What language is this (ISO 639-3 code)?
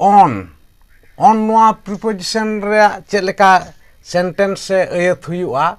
sat